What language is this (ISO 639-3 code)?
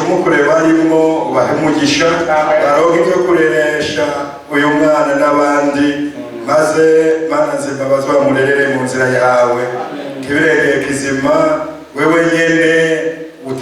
run